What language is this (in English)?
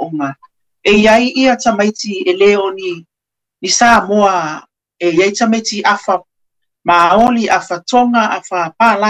Samoan